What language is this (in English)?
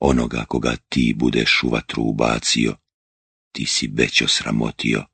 Bosnian